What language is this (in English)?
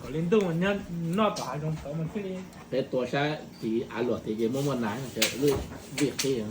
Hmong